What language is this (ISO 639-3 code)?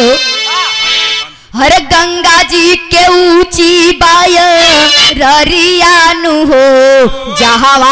bho